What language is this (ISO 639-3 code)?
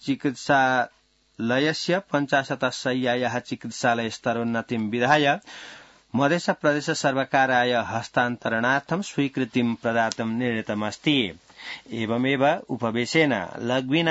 san